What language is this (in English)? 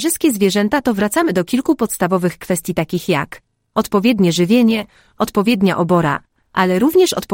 Polish